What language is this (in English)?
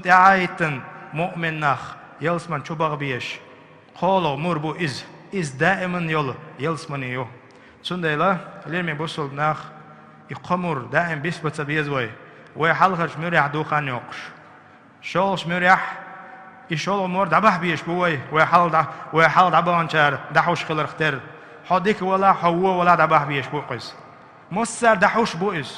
Chechen